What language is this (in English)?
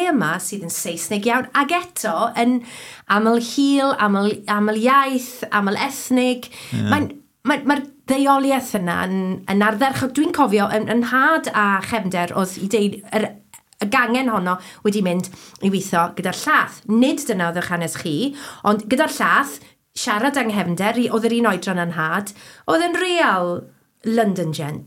Welsh